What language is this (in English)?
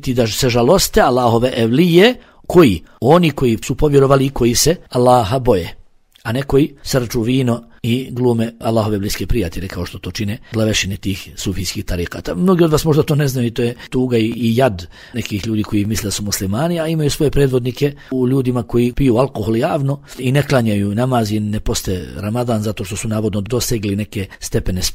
Bosnian